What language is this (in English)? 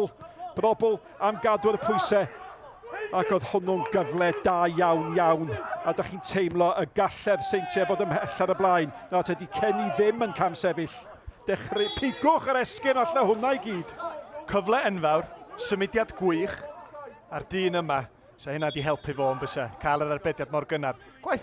Welsh